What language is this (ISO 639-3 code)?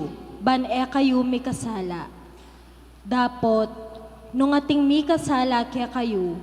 pam